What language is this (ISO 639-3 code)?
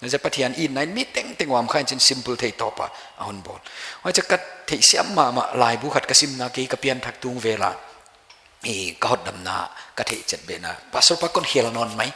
pck